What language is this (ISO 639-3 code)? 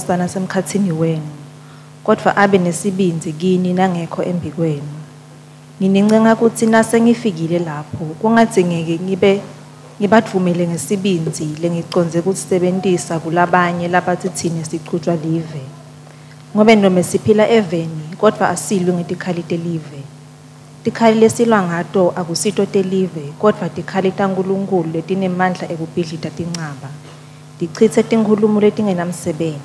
ssw